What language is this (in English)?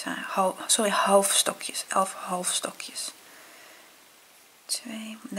Dutch